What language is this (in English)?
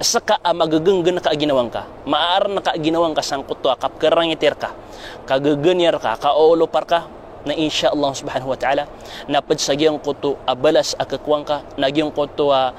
Maranao